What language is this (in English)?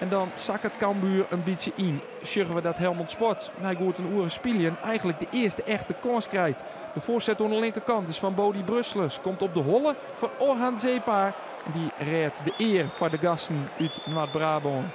Western Frisian